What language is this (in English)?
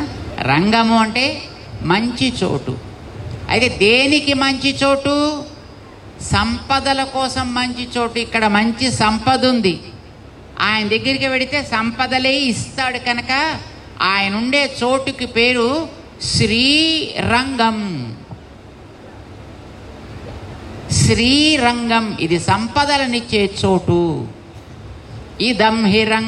Telugu